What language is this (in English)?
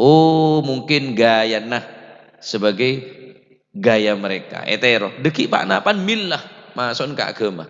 Madurese